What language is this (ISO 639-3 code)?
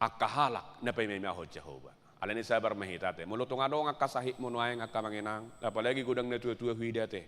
bbc